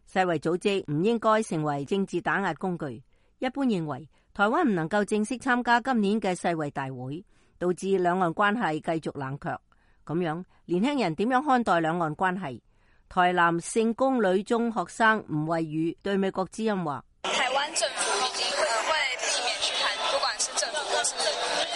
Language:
Cantonese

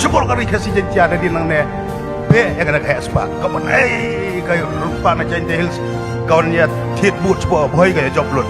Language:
Khasi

